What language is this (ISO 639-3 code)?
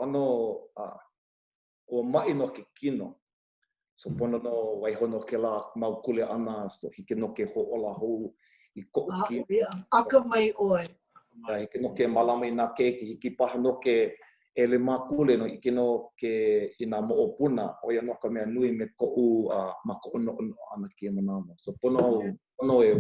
haw